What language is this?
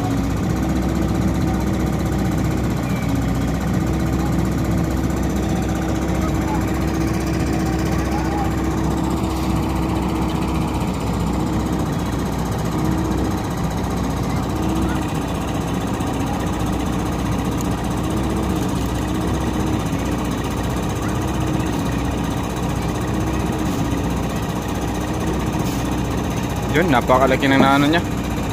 Filipino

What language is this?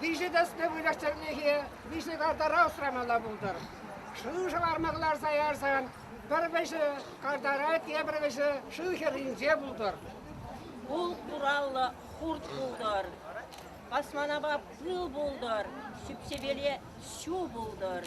Chuvash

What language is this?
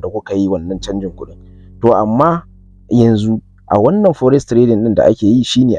Hausa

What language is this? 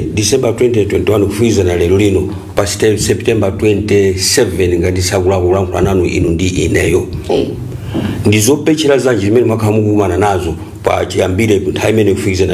Nyanja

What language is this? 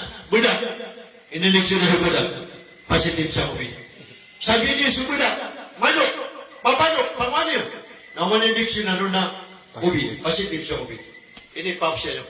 Maranao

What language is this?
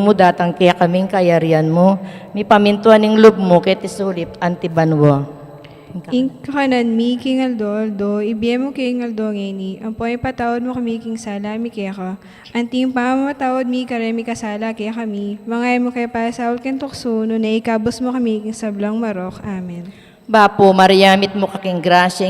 Pampanga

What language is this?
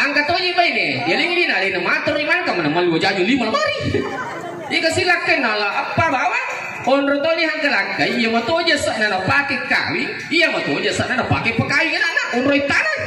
Buginese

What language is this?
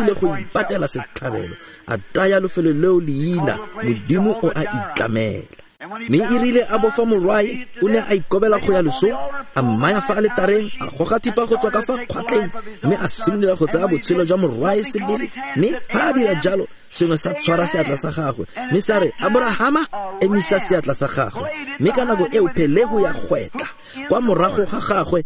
Tswana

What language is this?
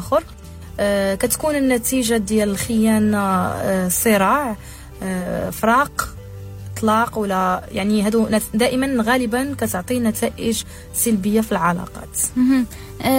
Moroccan Arabic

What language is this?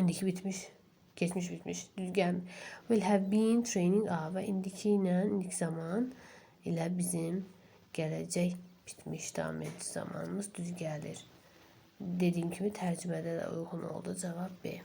Azerbaijani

